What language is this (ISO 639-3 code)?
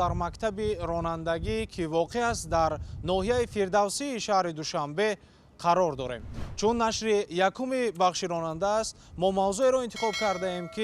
tgk